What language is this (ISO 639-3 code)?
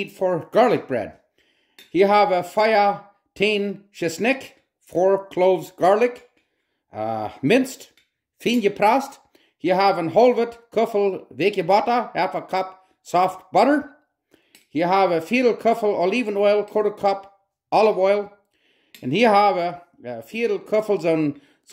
pdt